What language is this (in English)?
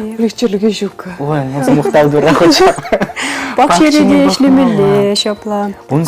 Chuvash